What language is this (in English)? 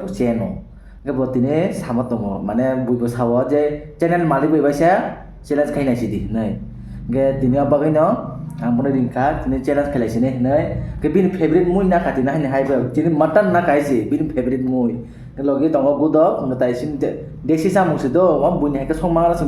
Kok Borok